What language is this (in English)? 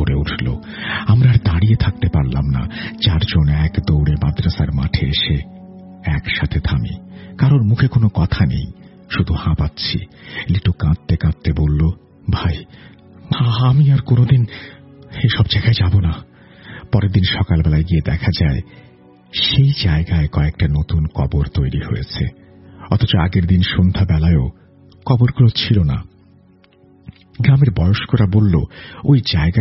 Bangla